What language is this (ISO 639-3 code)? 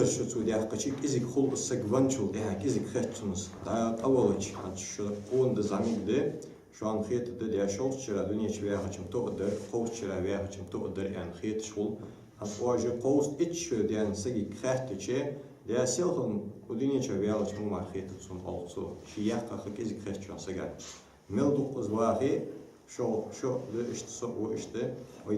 inh